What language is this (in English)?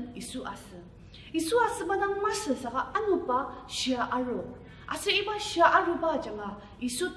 Ao Naga